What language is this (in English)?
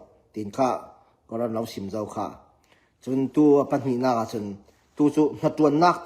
Falam Chin